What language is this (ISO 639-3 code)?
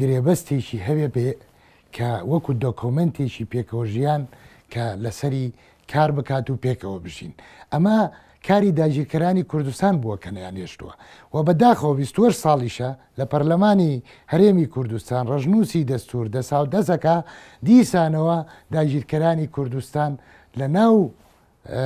ckb